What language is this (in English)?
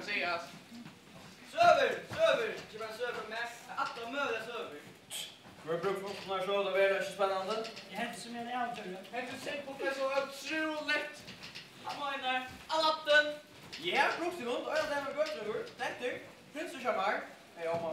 Faroese